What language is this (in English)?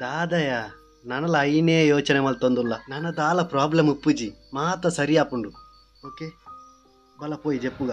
Tulu